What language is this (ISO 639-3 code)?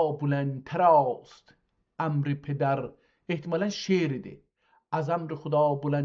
azb